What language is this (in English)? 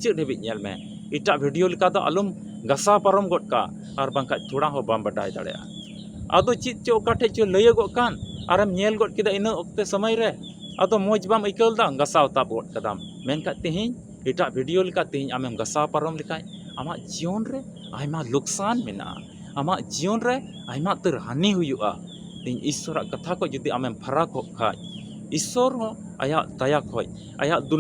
Santali